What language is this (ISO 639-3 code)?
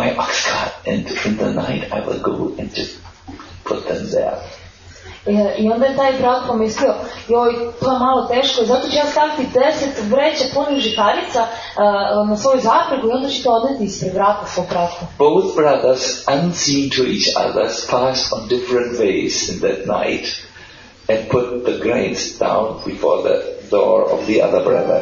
srp